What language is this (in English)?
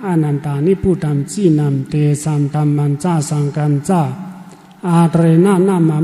Shan